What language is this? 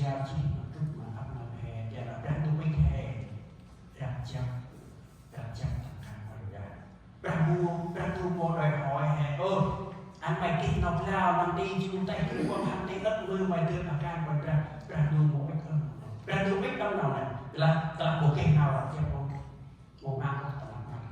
Central Mnong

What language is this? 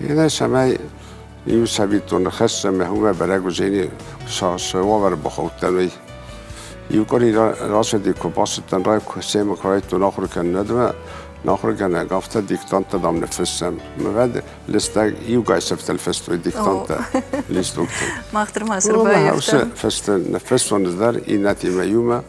Ossetic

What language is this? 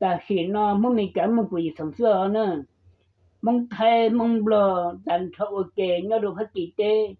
Hmong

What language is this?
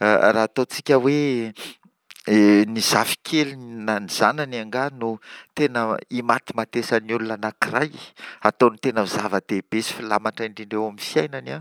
Malagasy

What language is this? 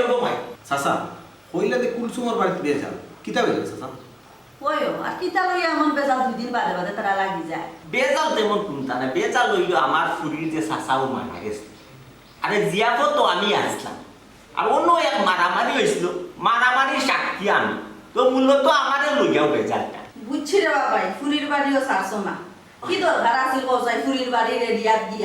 Sylheti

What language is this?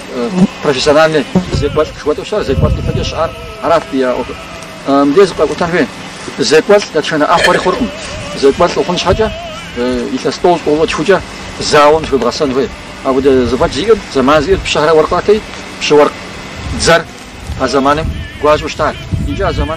Kabardian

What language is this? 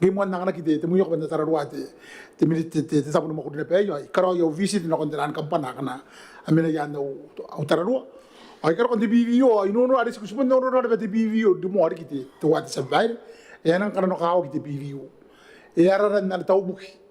Gilbertese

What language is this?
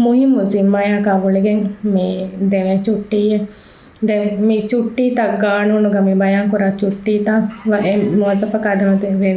Divehi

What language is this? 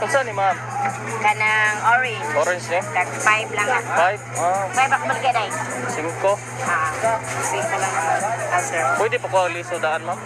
Cebuano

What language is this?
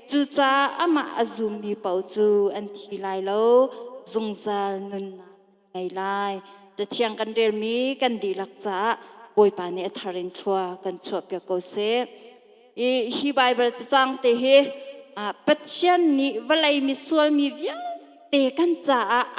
Hakha Chin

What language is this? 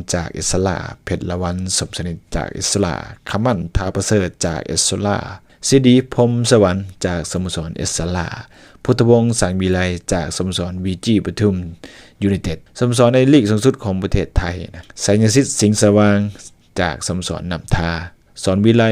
Lao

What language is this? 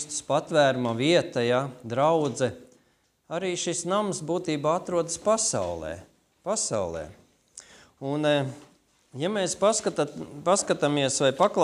Latvian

